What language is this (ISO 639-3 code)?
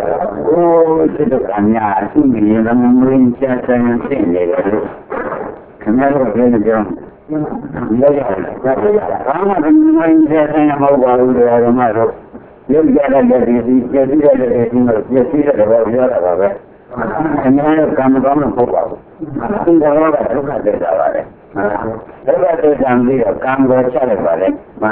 mya